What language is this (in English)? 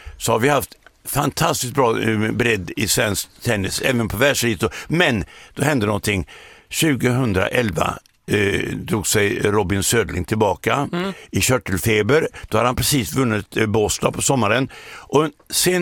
Swedish